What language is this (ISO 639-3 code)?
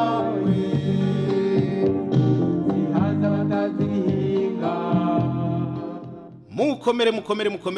kin